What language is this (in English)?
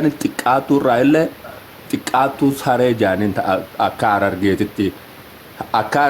Oromo